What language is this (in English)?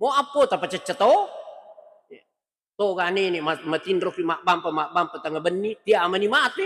Buginese